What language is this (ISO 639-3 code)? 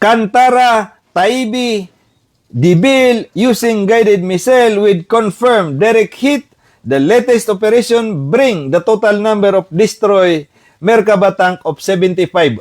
mrw